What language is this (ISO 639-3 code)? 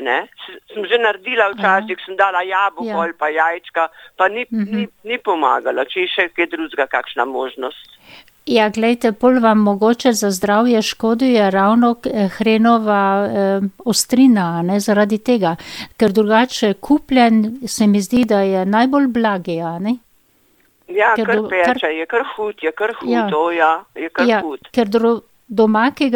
slv